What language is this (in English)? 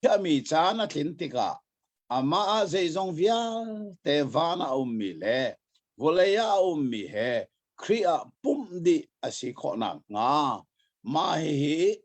Hakha Chin